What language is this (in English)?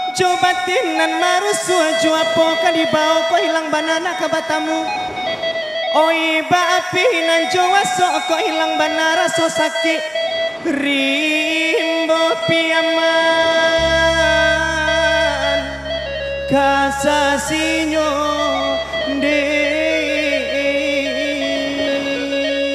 Minangkabau